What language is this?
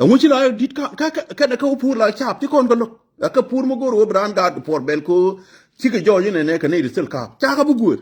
Nuer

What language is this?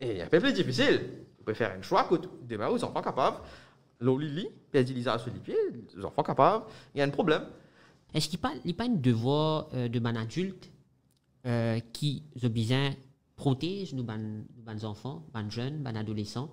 Morisyen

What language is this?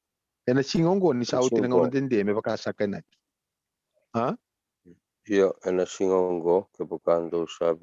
Fijian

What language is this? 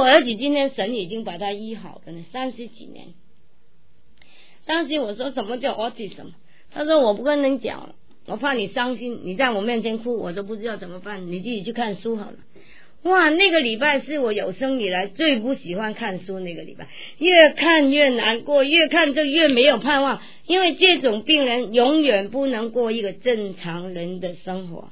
Chinese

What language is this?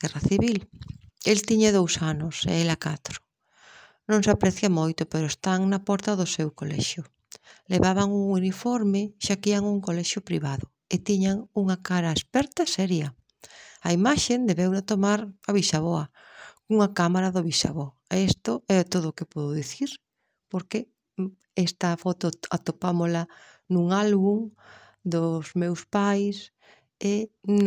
Galician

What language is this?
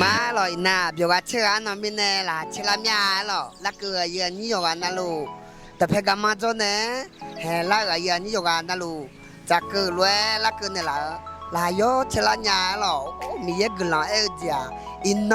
Akha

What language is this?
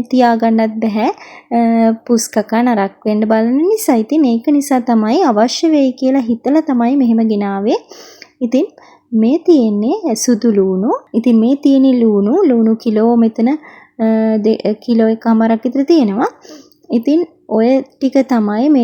Sinhala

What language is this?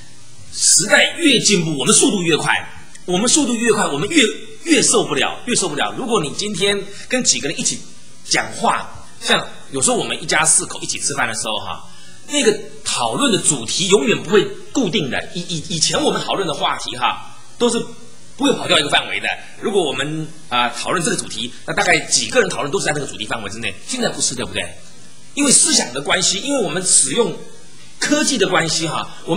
Chinese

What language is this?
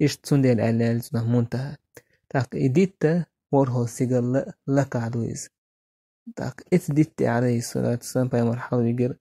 Chechen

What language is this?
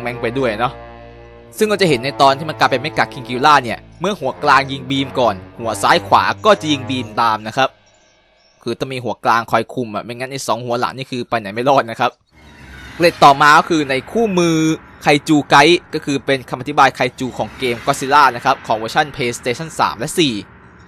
Thai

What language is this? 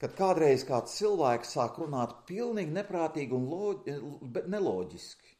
Latvian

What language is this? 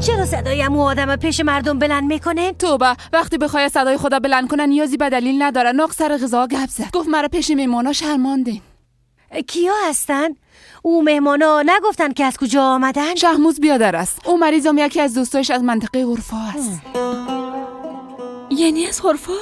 Persian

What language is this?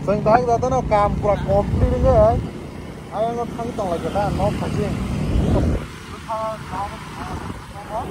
Kok Borok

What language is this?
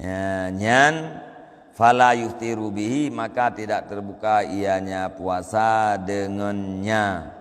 Achinese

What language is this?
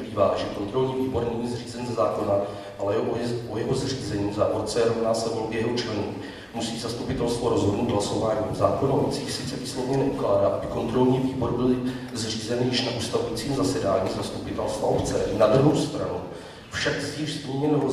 Czech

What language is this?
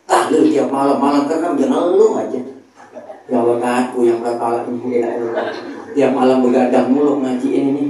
Betawi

